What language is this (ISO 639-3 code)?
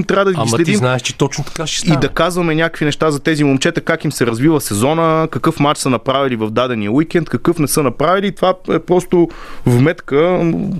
bul